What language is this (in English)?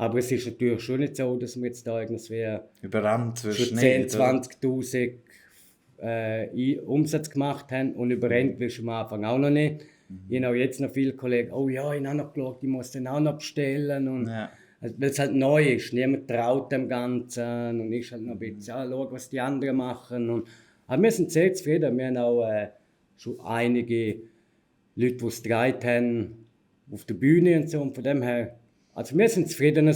Swiss German